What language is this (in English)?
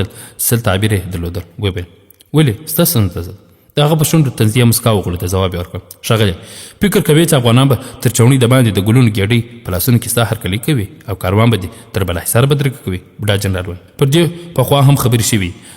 Pashto